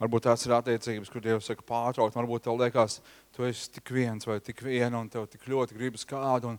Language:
Latvian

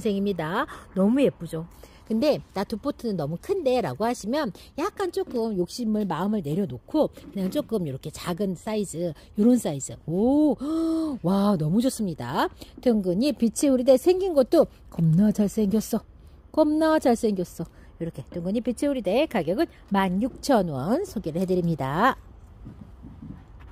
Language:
Korean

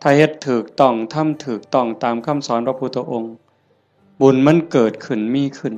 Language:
Northeastern Thai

